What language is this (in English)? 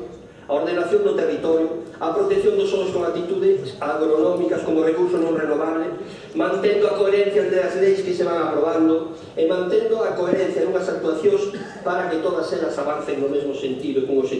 Galician